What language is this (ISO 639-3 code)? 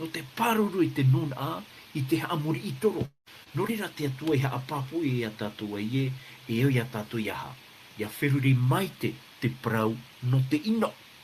tah